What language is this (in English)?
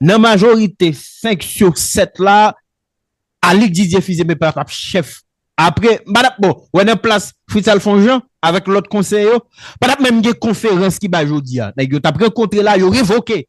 Haitian Creole